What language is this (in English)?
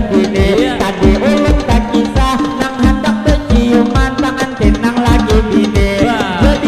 Banjar